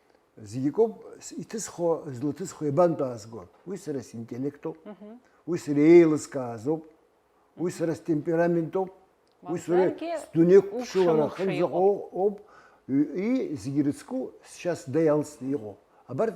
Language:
Abkhazian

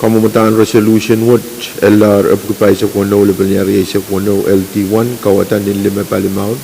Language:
Pohnpeian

